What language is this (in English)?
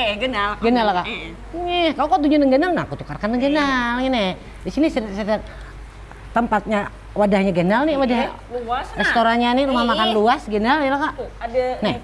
Banjar